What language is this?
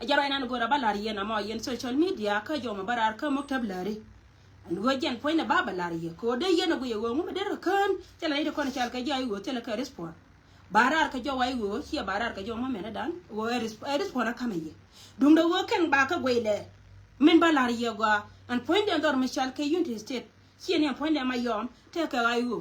Nuer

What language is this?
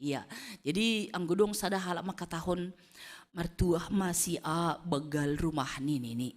Batak Simalungun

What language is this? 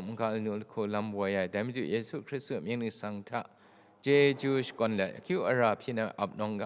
Kachin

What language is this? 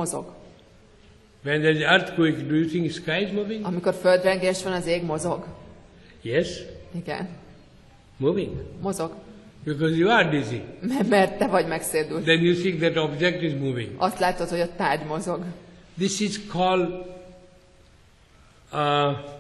Hungarian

